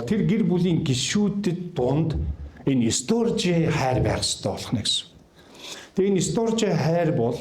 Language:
Mongolian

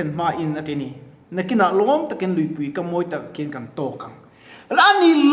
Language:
Mizo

